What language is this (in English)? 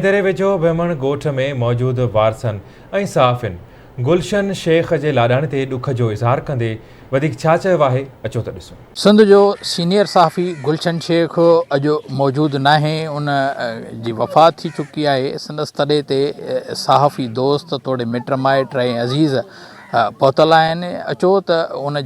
Sindhi